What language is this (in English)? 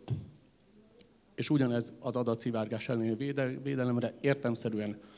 Hungarian